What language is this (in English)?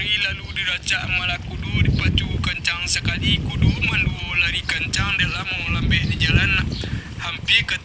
Minangkabau